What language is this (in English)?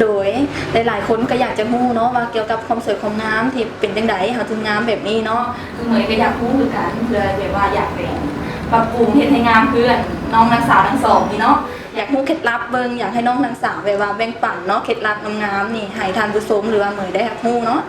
Lao